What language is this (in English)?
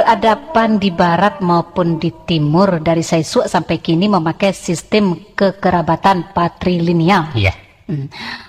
Minangkabau